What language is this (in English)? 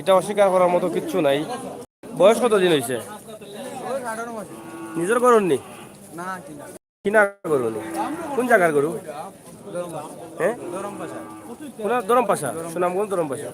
Sylheti